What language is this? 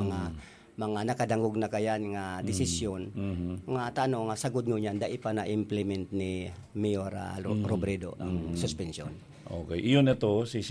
Bikol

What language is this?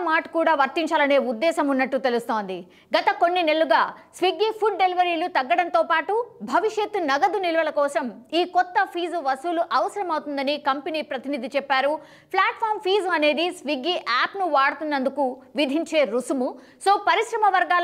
Telugu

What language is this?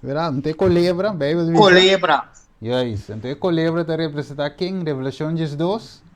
Papiamento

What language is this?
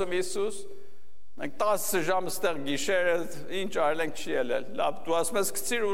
Armenian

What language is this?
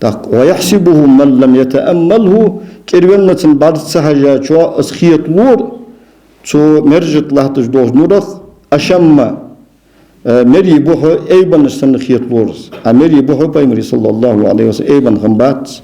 Ingush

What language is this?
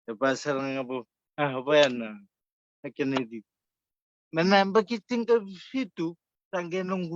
Fijian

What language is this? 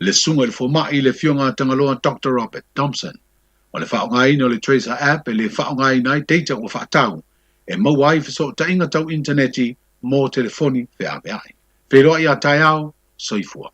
Samoan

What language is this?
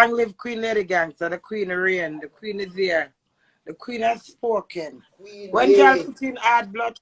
Jamaican Creole English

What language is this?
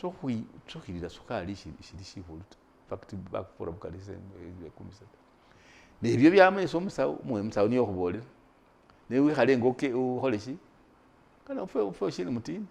Masaaba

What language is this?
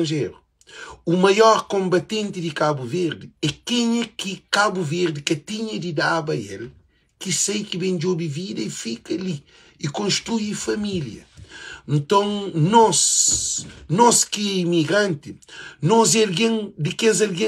Kabuverdianu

